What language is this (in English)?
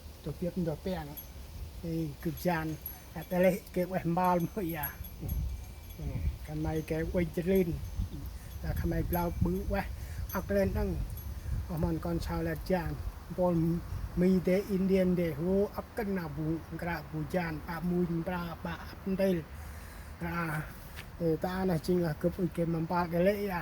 Central Mnong